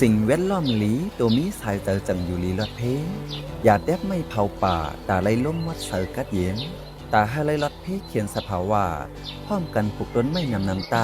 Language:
Shan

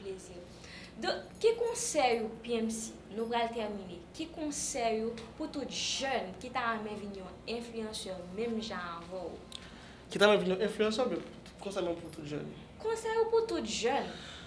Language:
Haitian Creole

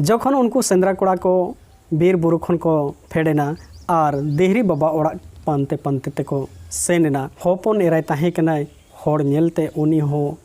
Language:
Santali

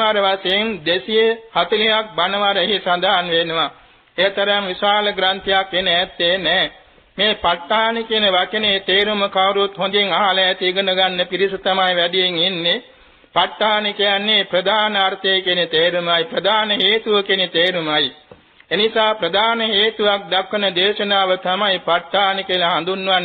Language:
Sinhala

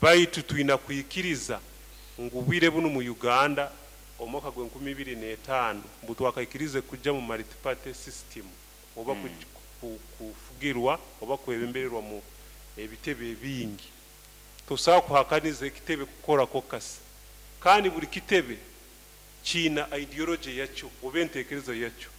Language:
Nyoro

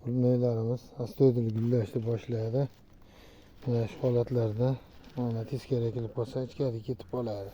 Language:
Uzbek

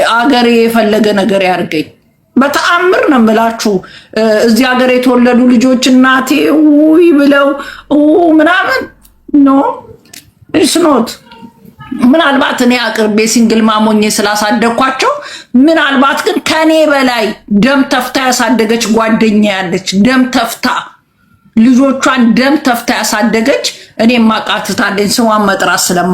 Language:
Amharic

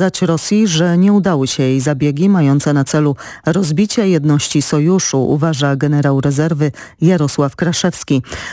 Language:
Polish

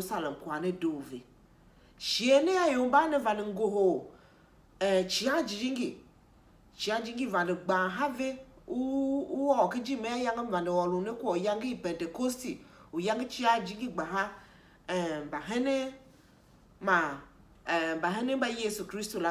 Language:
Tiv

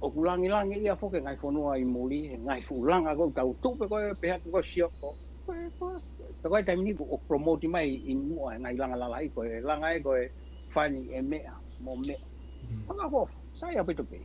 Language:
Tongan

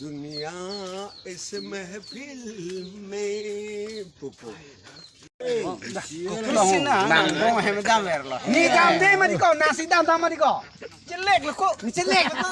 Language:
Karbi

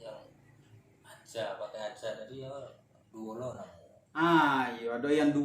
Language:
Minangkabau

